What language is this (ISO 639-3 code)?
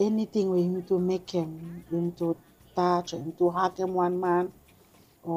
bis